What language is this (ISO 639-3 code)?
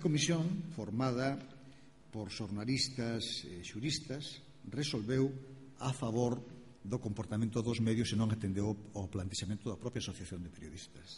glg